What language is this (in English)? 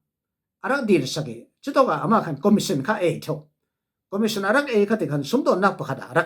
Falam Chin